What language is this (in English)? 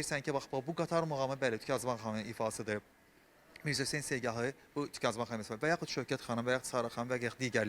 Azerbaijani